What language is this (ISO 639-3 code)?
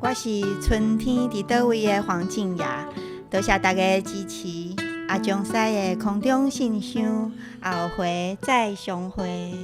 nan